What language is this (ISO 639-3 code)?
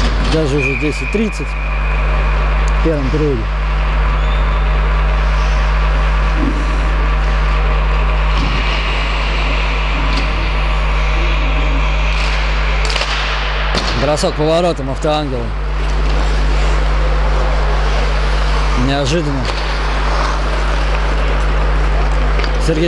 rus